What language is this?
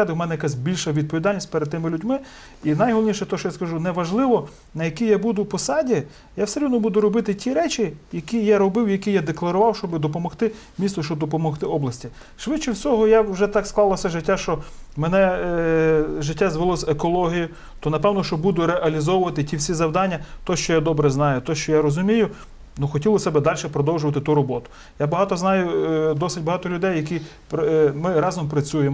Ukrainian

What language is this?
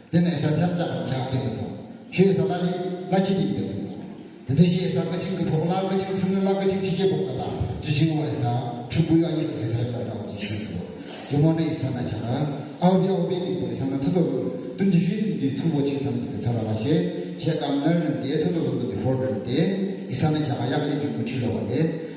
Yimchungru Naga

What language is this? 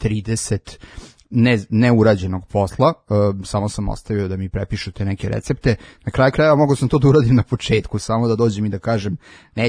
Serbian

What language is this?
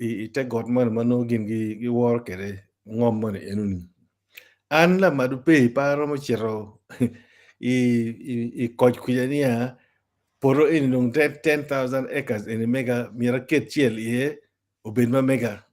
Acoli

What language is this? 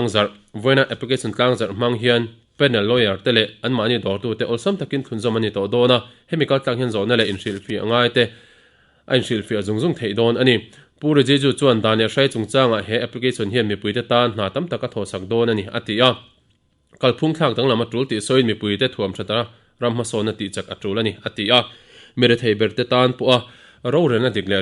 Mizo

